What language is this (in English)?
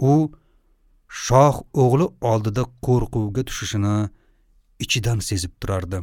Uzbek